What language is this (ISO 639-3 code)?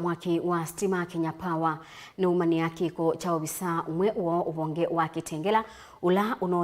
kam